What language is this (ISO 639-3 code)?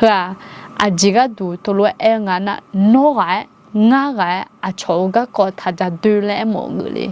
ahk